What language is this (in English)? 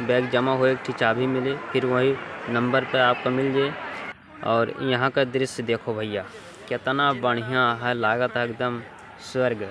Awadhi